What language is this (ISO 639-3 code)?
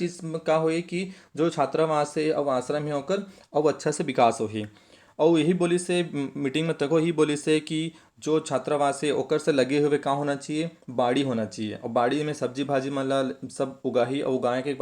hne